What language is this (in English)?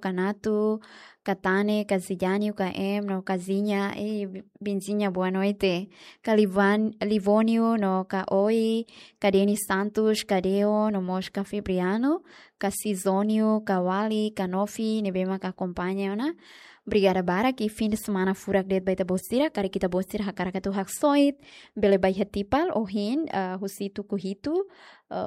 Tetum